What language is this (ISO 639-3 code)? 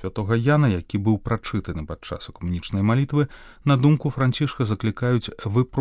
bel